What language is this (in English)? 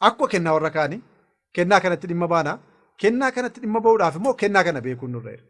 Oromo